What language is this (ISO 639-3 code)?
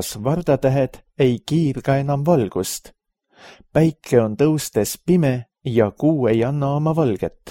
est